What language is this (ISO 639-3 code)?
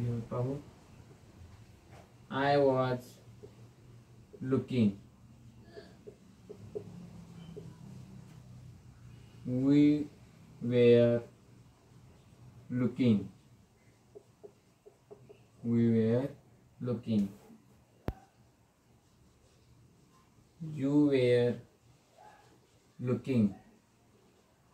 mar